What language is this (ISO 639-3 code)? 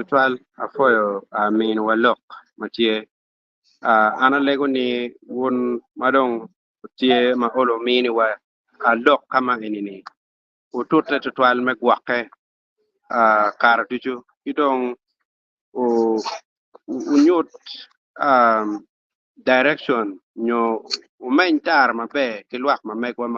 ach